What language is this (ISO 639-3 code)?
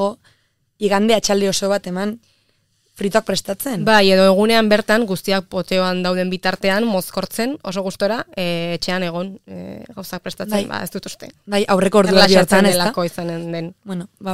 eus